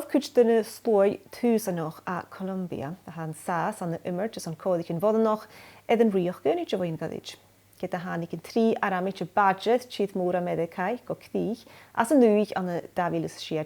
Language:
Scottish Gaelic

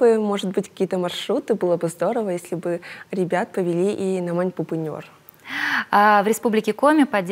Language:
Russian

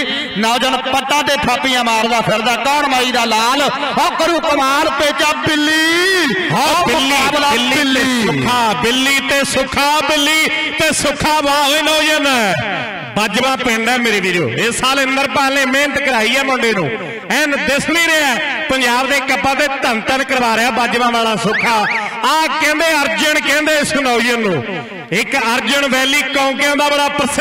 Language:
Punjabi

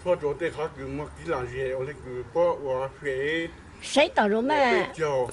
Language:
Hmong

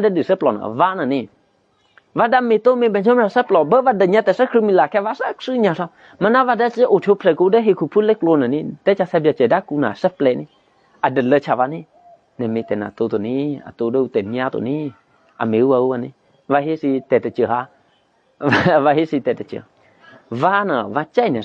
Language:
Eastern Kayah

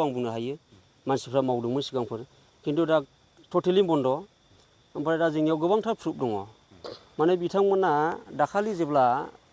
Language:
Bodo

